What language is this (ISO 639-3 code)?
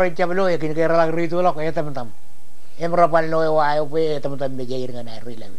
mah